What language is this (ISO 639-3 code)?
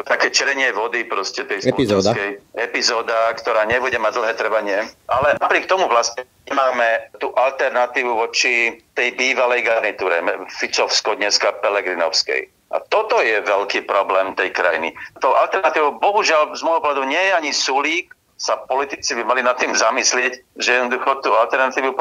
slk